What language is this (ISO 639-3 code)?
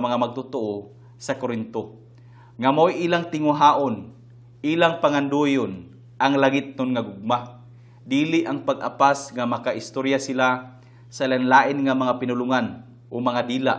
ceb